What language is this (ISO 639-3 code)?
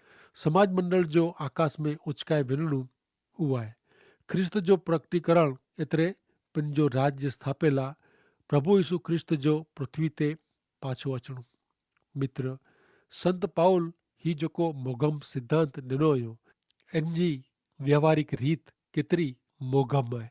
kfr